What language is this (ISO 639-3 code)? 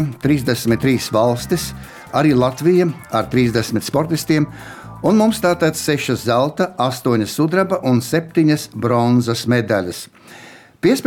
lav